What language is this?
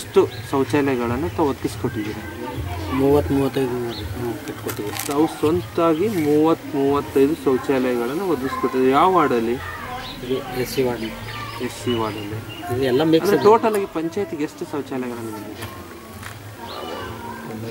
Kannada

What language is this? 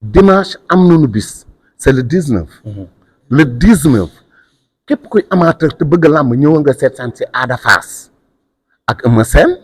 Wolof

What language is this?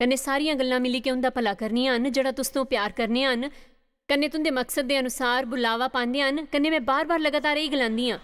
Dogri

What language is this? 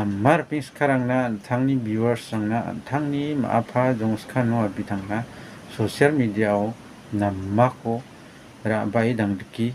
Garo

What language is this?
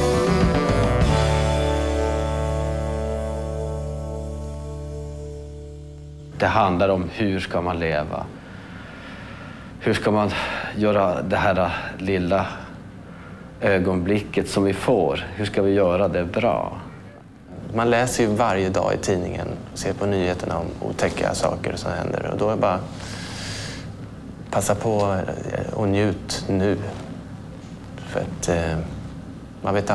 Swedish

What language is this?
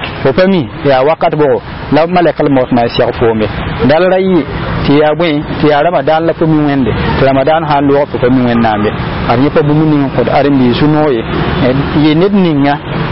Mossi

